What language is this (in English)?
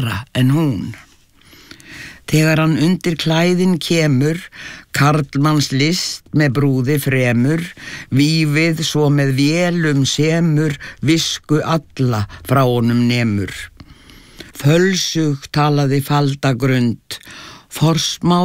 Icelandic